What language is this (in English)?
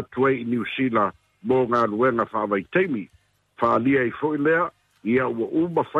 Samoan